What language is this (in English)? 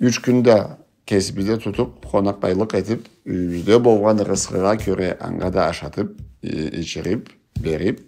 Karachay-Balkar